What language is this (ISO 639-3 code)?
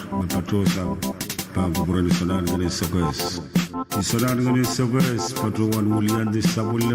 pon